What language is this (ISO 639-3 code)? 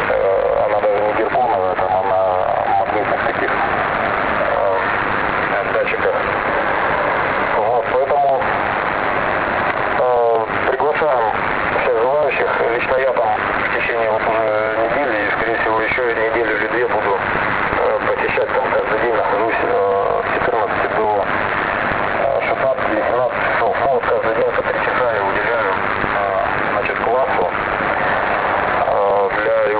rus